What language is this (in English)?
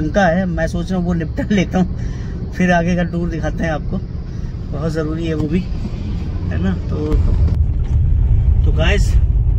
Hindi